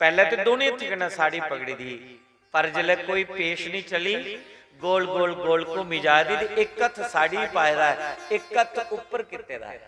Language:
Dogri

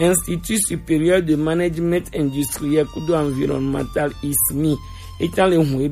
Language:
Gen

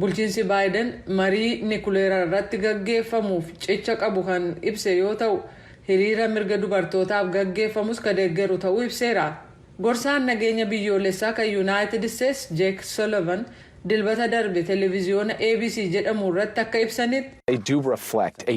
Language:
Oromo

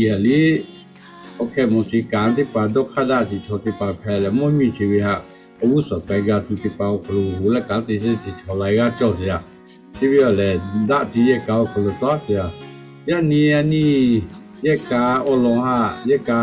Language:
Lahu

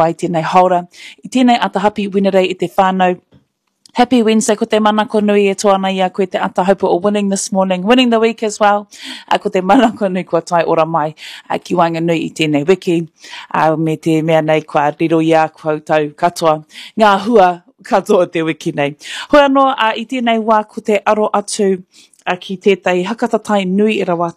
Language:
Māori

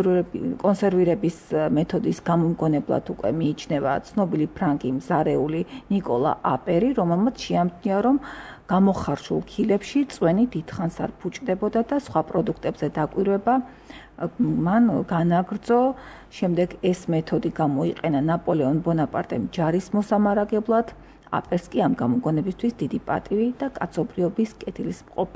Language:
Georgian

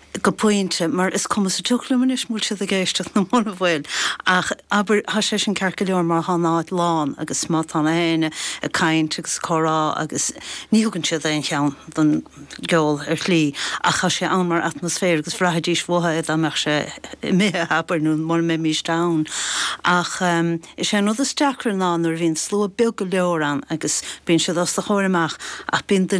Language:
Irish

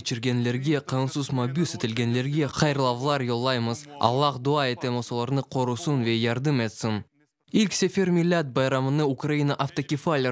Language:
Crimean Tatar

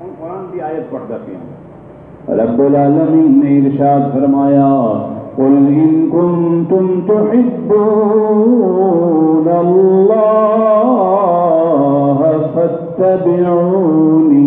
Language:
Saraiki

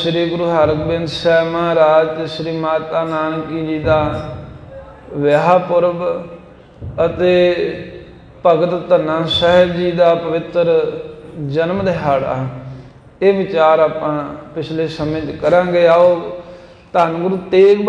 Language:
Punjabi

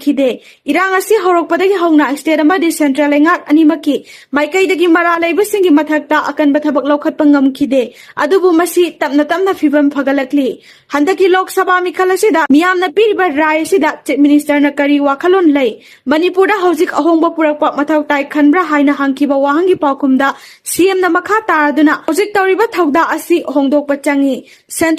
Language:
Manipuri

